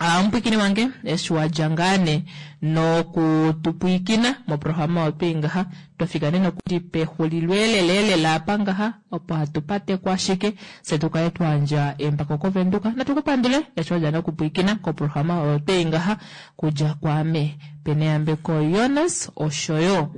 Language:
Kuanyama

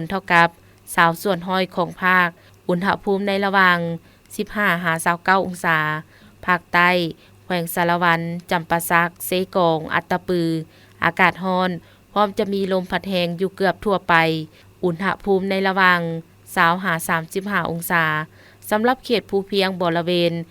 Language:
Lao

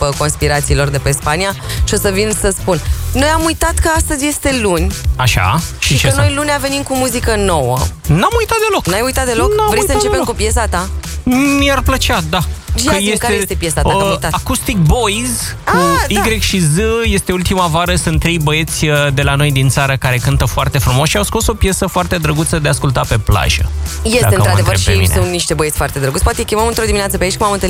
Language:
Romanian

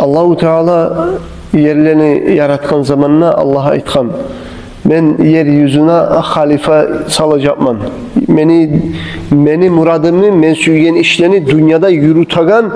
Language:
Kumyk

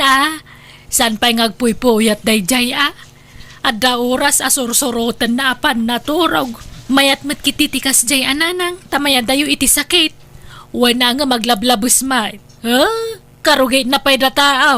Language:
Iloko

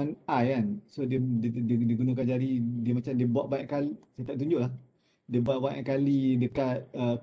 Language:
Malay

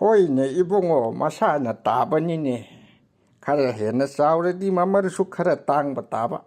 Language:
Manipuri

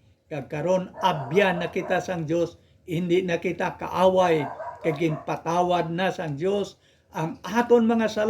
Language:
Hiligaynon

